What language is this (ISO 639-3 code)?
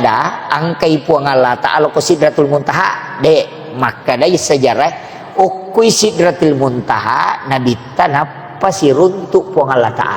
bug